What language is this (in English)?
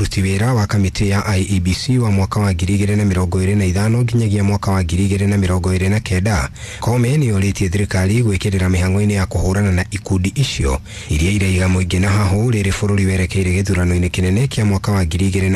Kikuyu